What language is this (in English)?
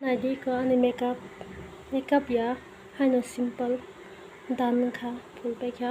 Kok Borok